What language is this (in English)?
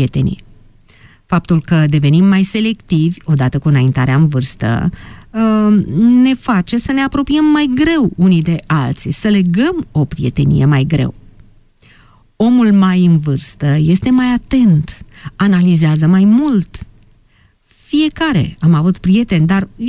Romanian